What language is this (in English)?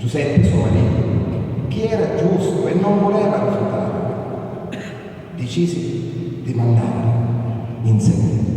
Sicilian